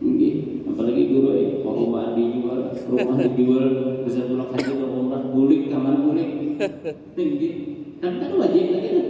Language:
Banjar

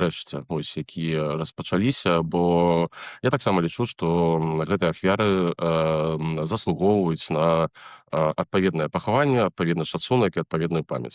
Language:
Belarusian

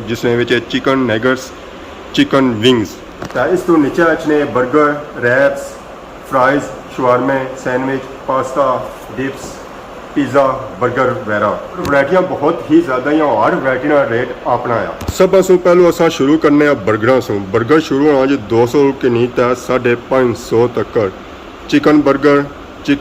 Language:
Pahari-Potwari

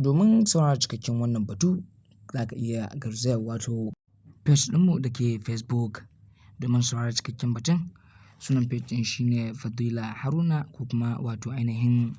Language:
Hausa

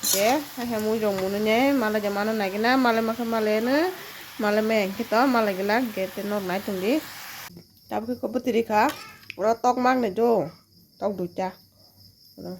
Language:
Kok Borok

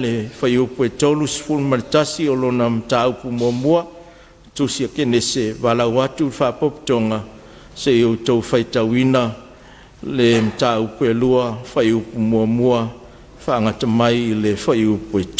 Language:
Samoan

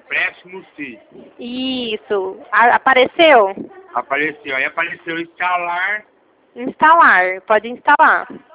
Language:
Portuguese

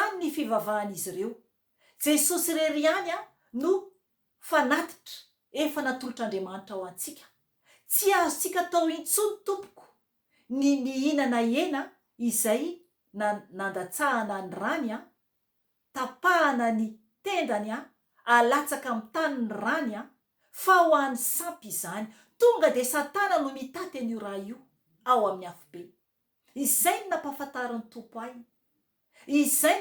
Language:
Malagasy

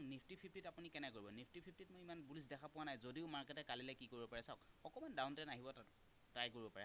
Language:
Assamese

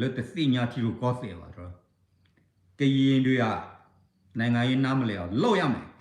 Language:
S'gaw Karen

